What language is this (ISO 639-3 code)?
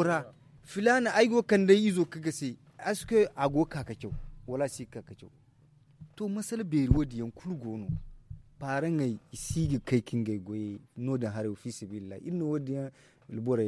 dje